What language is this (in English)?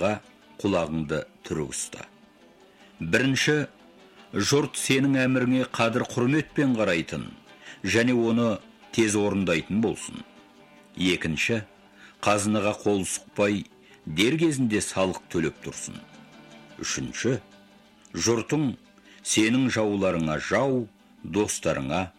Kazakh